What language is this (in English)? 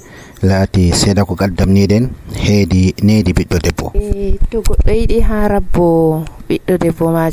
Nigerian Fulfulde